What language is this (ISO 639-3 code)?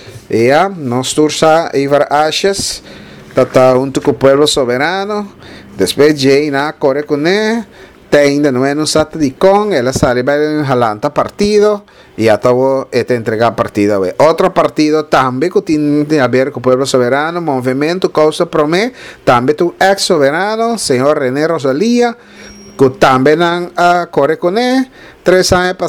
pap